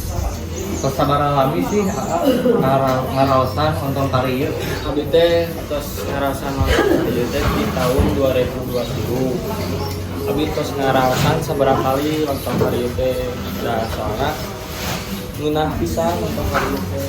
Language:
Sundanese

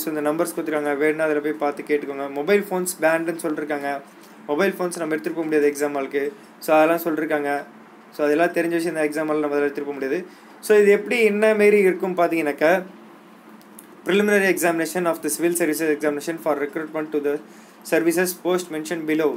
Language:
Tamil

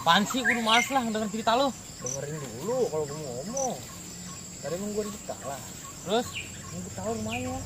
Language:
Betawi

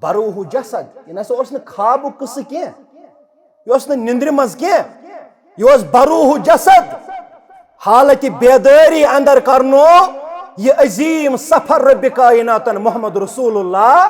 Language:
Kashmiri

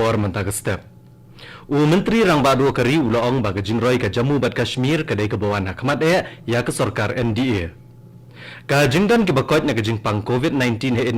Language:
Khasi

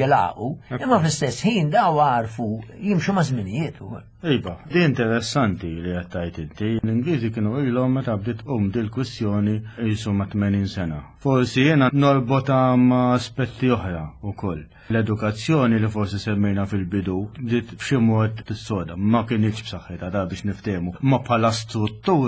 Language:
Maltese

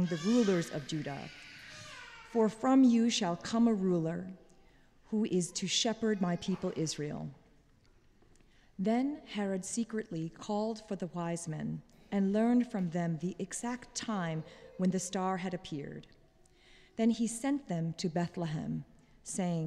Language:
English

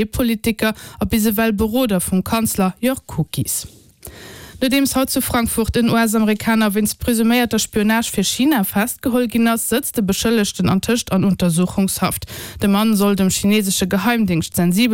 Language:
Luxembourgish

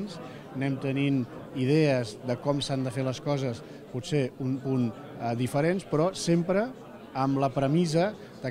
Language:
Catalan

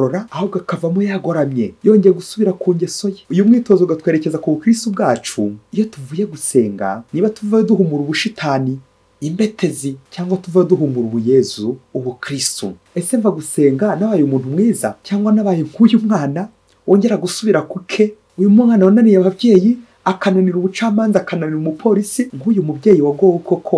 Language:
Kinyarwanda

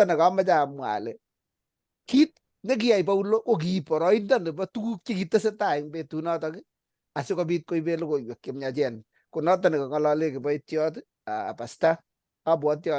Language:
Kalenjin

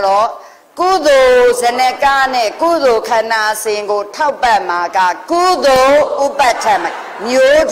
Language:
Burmese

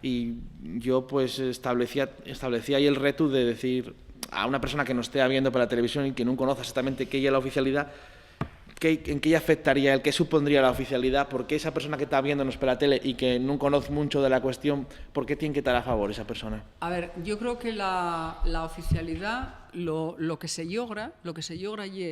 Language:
Asturian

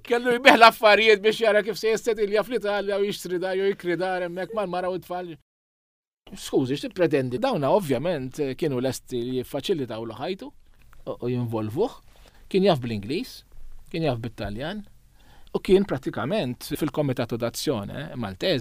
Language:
Maltese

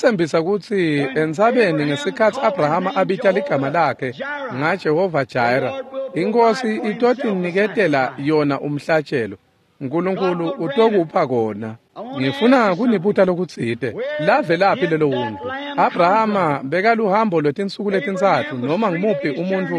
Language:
Swati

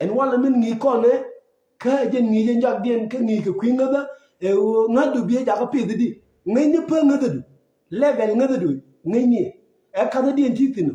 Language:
Nuer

